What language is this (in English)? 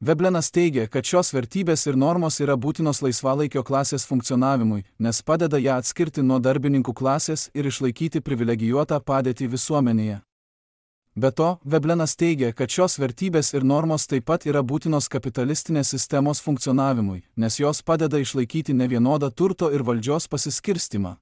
Lithuanian